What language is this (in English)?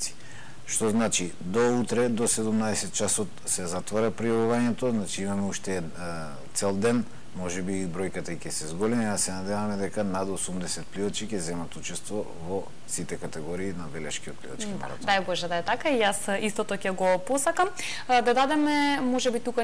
Macedonian